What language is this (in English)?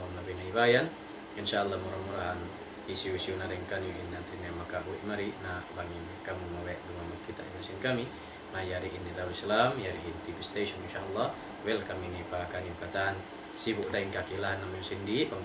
Tausug